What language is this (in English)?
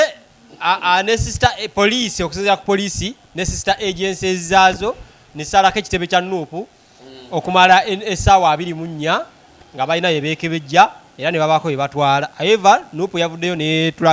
Ganda